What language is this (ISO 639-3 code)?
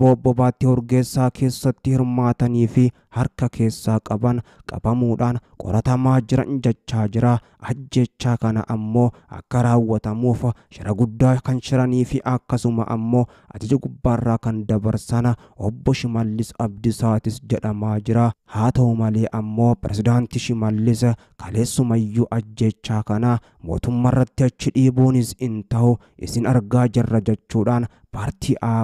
orm